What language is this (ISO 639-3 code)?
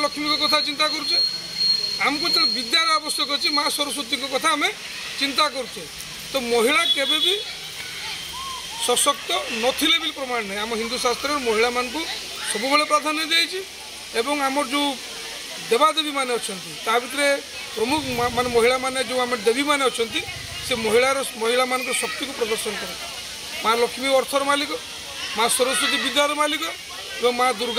ori